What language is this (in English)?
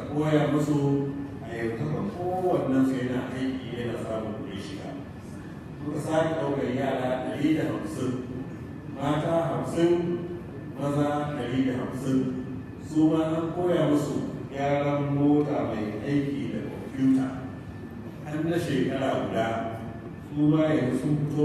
Hausa